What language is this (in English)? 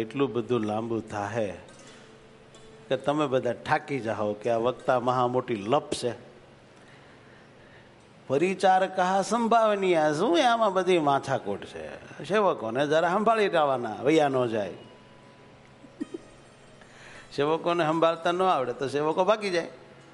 Gujarati